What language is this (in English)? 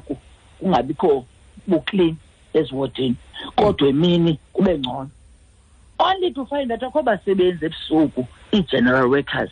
Xhosa